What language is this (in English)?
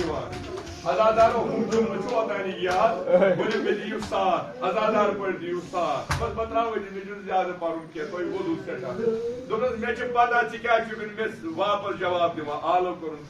Kashmiri